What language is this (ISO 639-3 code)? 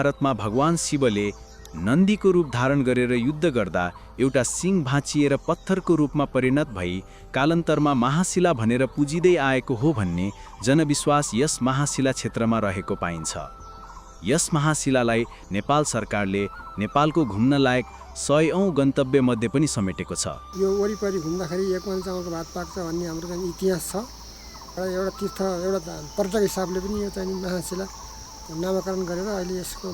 nep